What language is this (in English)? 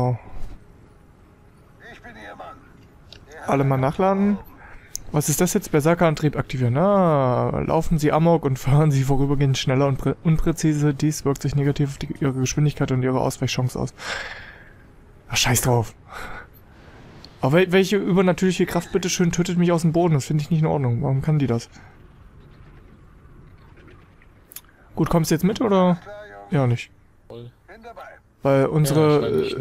German